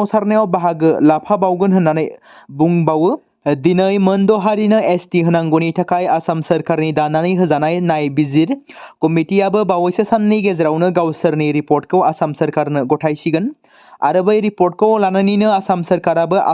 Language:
Bodo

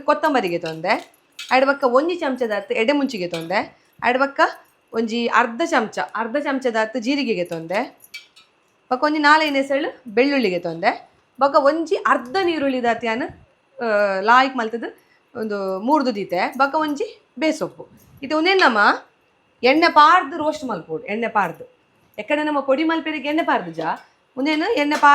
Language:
Tulu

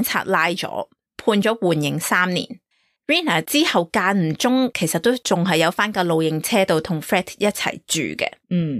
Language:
Cantonese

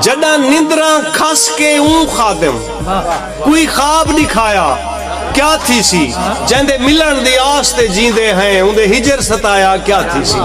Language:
Saraiki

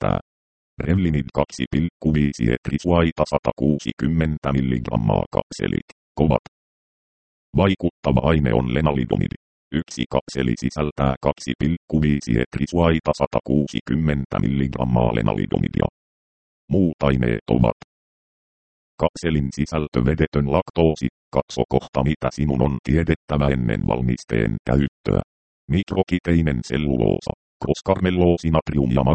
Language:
Finnish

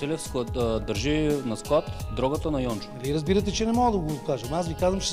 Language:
Bulgarian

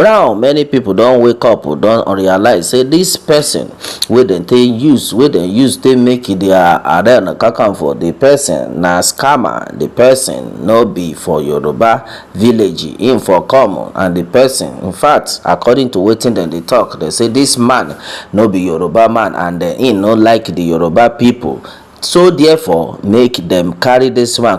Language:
Nigerian Pidgin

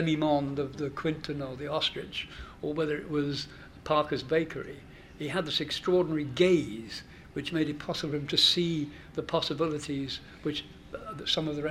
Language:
English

